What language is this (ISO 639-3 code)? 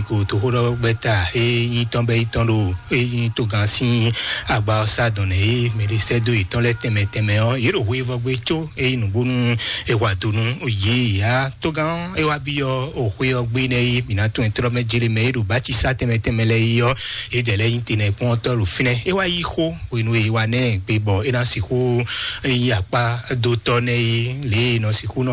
fon